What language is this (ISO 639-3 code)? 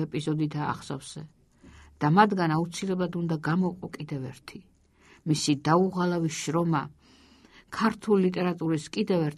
kat